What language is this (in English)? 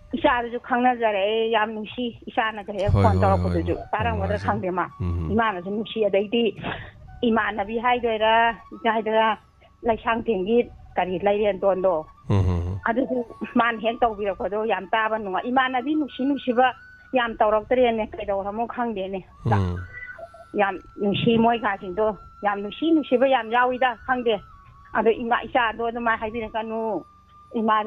Manipuri